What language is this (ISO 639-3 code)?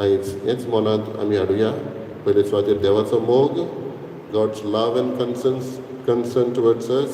kok